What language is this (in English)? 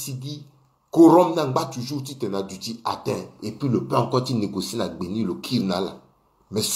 Sango